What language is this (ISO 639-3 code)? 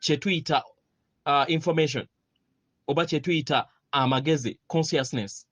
lug